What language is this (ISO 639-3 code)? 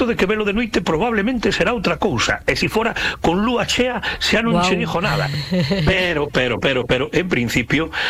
glg